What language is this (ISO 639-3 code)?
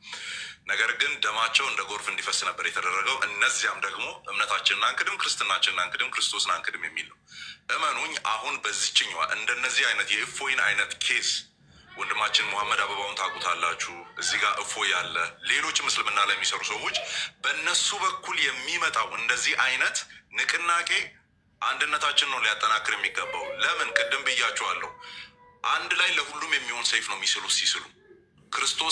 amh